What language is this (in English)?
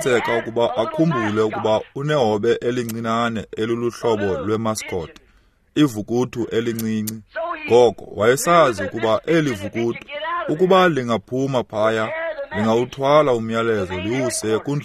Xhosa